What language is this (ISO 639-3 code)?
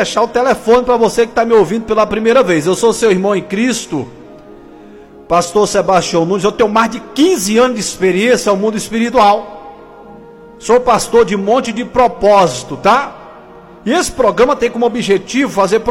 por